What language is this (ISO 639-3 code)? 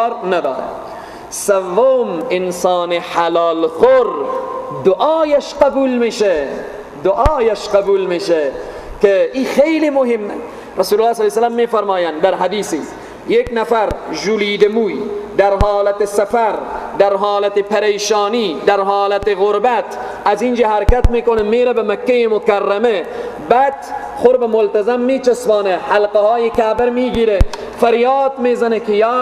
fas